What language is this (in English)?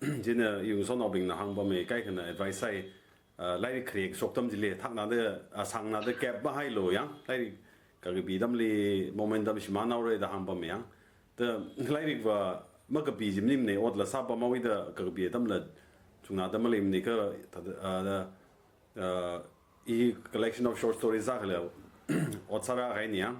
Tangkhul Naga (India)